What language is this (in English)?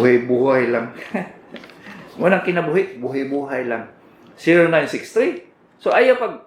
Cebuano